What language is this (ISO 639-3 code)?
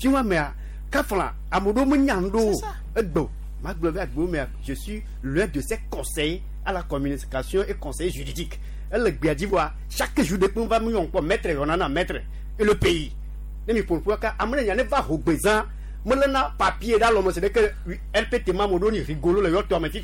gej